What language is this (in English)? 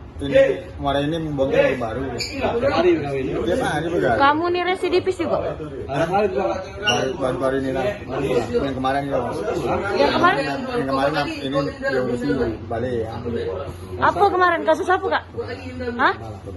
Musi